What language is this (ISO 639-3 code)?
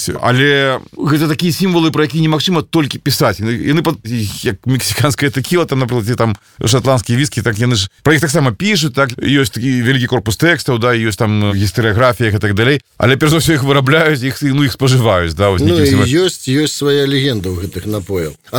bel